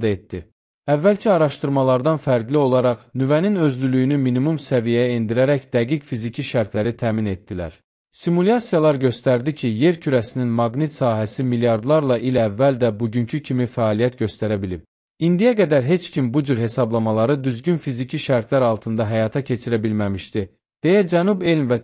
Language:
Azerbaijani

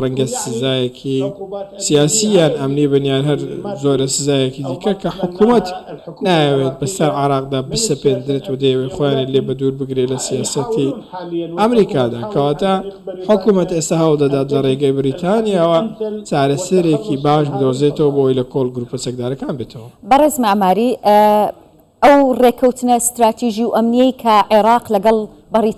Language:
Central Kurdish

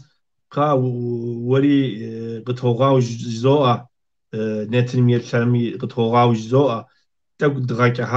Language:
Kabardian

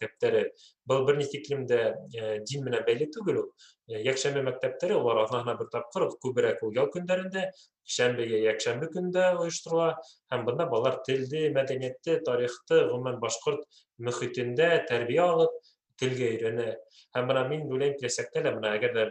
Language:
Bashkir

